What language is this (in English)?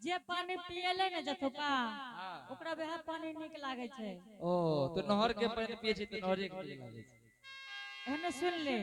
Angika